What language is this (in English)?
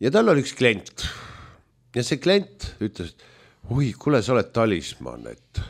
Estonian